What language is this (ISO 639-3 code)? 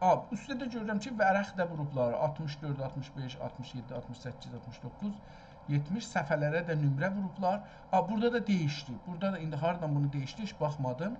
azb